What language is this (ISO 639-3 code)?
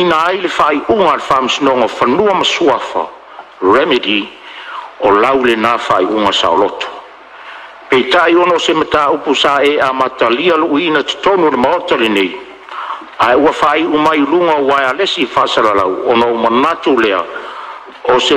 smo